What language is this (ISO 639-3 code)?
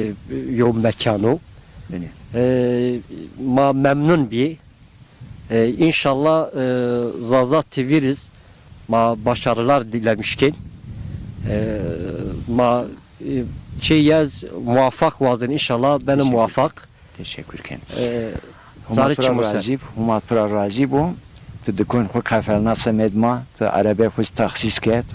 zza